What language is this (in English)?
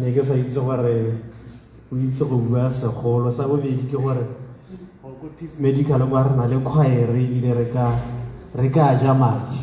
Tswana